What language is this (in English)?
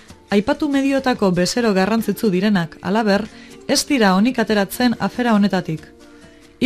Basque